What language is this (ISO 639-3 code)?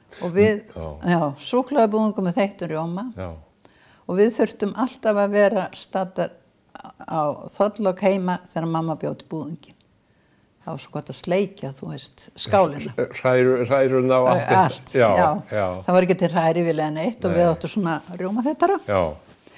isl